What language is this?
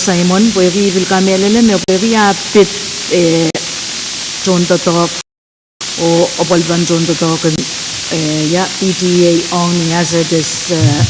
Pohnpeian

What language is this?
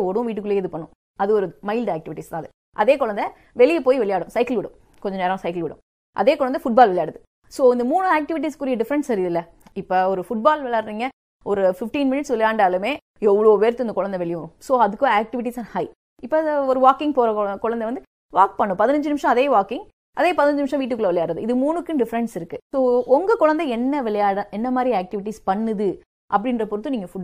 Tamil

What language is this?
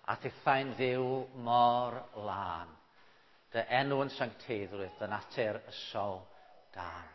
Welsh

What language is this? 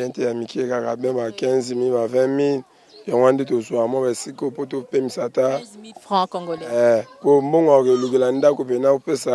Lingala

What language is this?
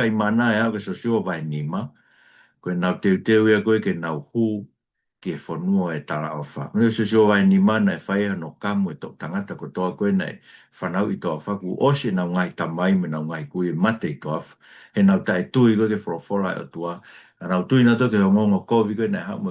Tongan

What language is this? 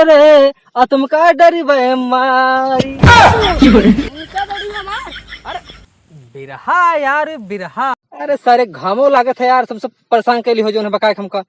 Awadhi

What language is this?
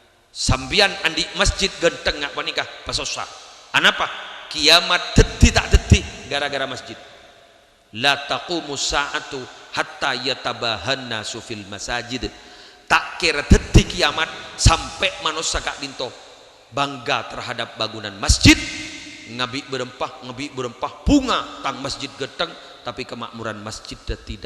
Madurese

